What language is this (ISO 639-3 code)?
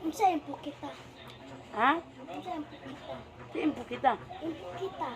ceb